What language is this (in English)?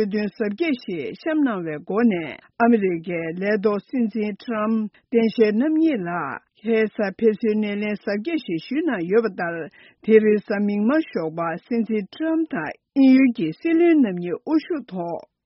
Tibetan